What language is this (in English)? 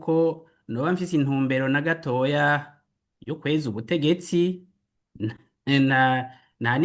Rundi